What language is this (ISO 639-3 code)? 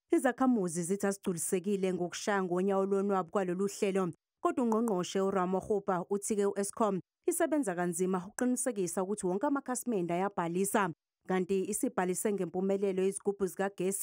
zul